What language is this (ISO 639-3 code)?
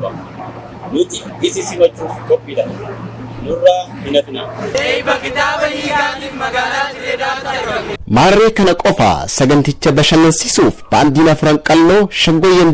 orm